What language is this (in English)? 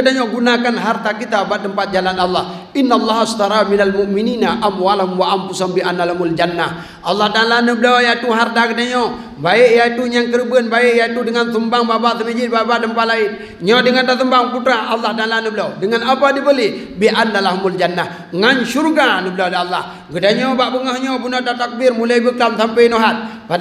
Achinese